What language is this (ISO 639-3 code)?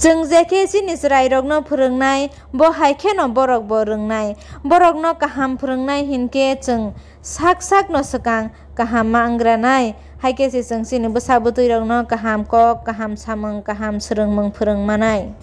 trp